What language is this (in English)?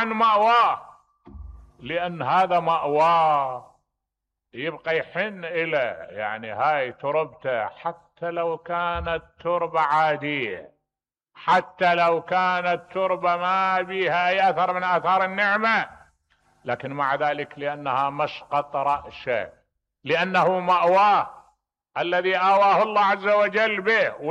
Mesopotamian Arabic